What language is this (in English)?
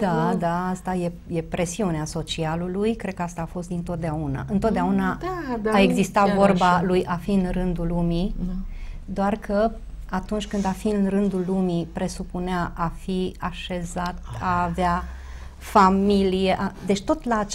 Romanian